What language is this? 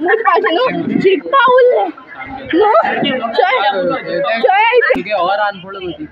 Konkani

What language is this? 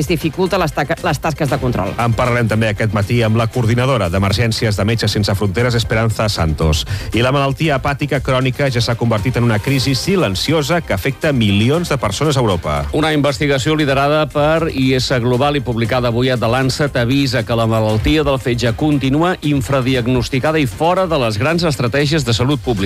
Catalan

